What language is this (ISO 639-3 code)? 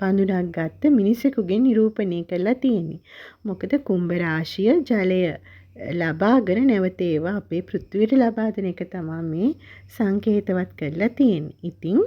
sin